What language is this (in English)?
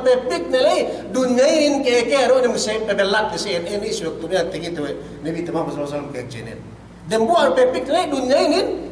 Yakan